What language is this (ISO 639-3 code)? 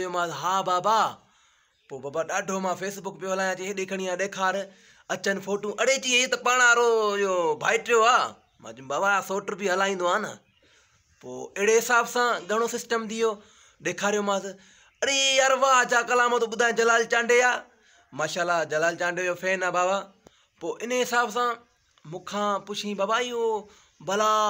snd